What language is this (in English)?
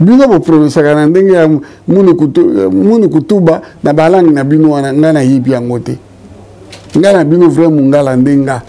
Lingala